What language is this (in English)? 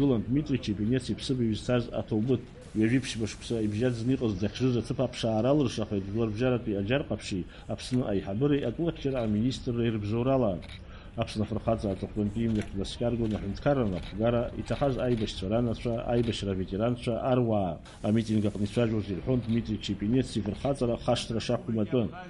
Abkhazian